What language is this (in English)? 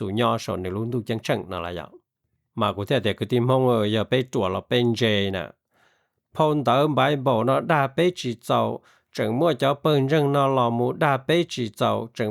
Hmong